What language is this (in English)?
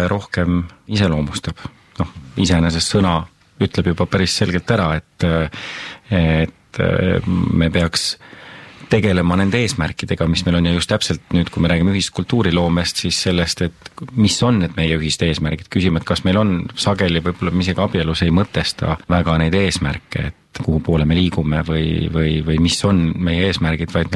Estonian